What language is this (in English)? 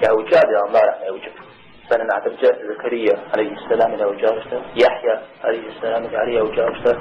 Kabardian